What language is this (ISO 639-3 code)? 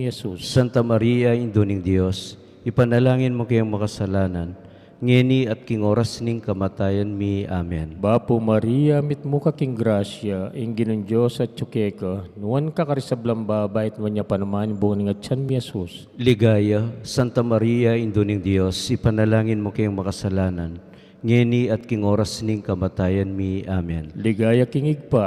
pam